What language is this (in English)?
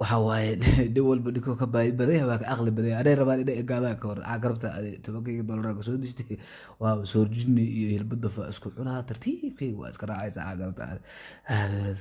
Somali